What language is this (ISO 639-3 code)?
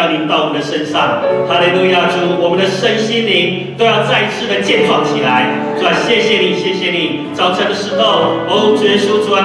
zho